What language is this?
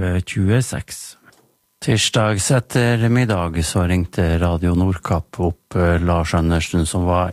Norwegian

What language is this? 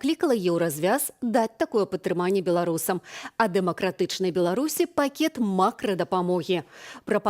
Belarusian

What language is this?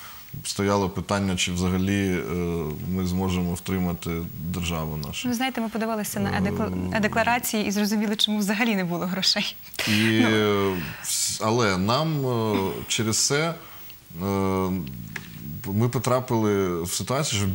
Ukrainian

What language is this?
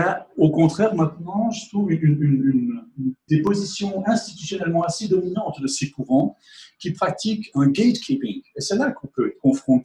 French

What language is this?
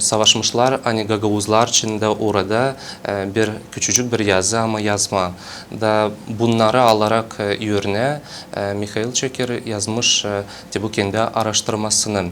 Gagauz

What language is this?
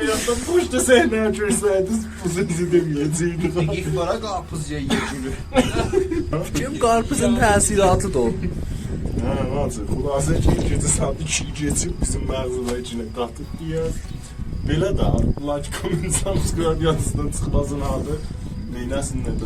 South Azerbaijani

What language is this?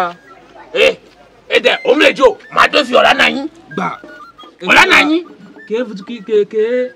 Ewe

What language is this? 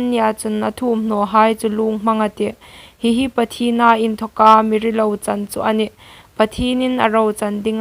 Hmar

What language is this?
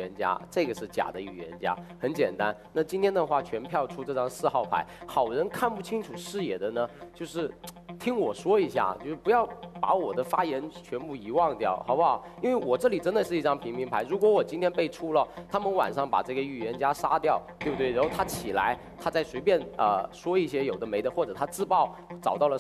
Chinese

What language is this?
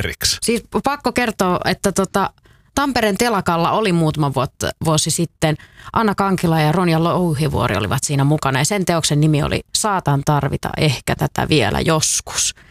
Finnish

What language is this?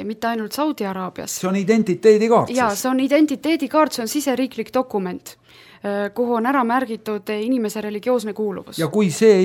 Estonian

